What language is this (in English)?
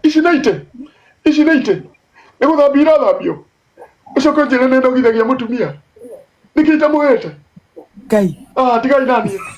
Kikuyu